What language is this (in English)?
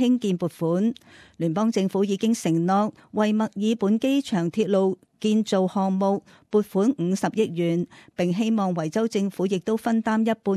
Cantonese